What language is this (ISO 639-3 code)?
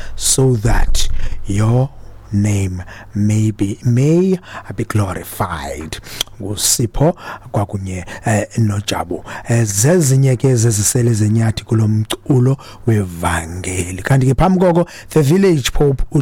xho